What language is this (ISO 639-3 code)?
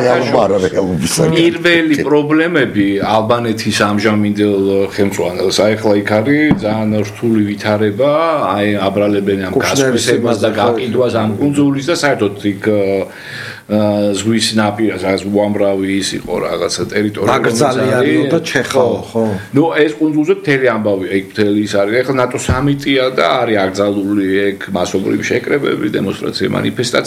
kat